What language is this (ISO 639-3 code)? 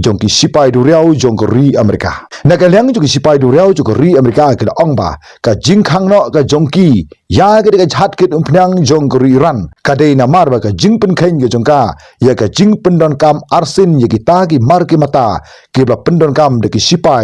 kha